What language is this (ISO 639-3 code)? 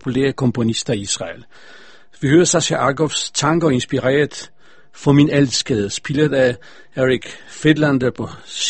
dan